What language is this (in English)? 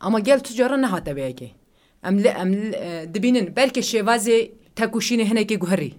Kurdish